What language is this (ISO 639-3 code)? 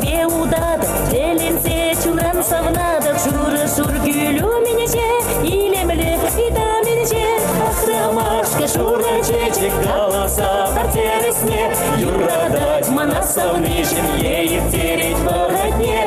chv